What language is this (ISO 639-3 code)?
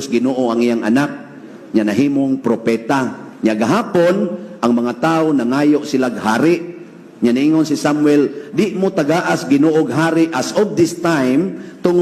ceb